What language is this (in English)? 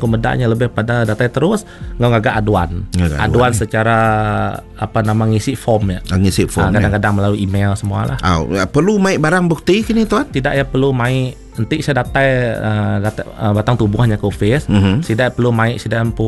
Iban